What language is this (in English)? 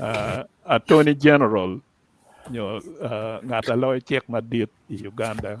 Acoli